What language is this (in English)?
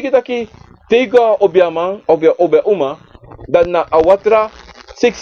Sranan Tongo